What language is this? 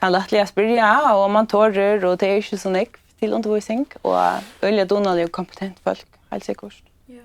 Faroese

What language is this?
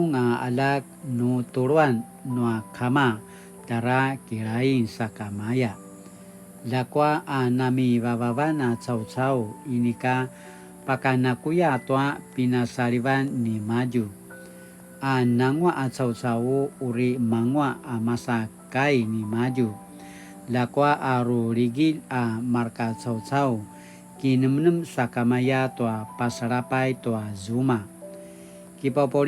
Paiwan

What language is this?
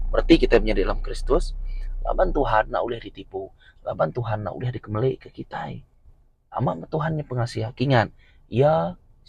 Iban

